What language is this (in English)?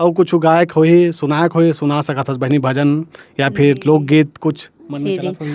Chhattisgarhi